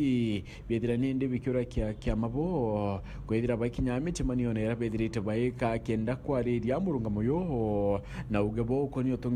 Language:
Meru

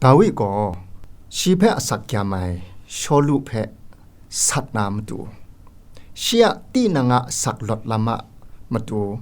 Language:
Kachin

